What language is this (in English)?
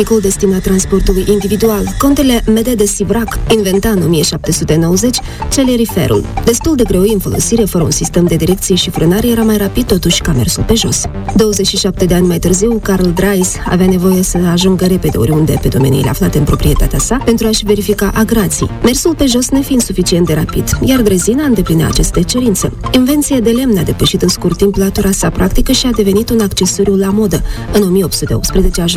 Romanian